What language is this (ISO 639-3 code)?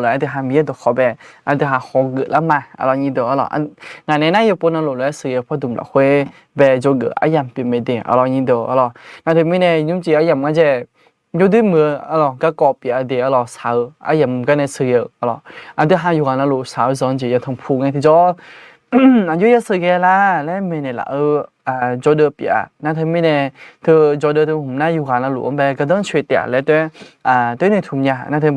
ahk